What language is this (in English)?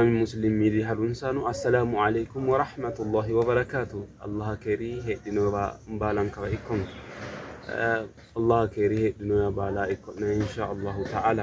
Sidamo